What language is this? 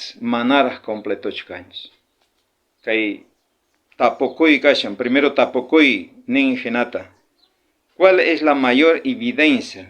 South Bolivian Quechua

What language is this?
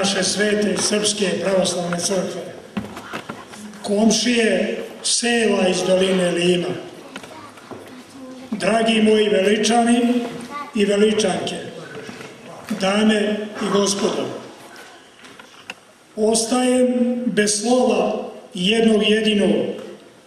Serbian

